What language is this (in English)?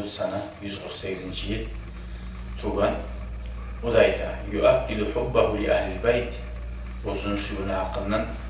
Kumyk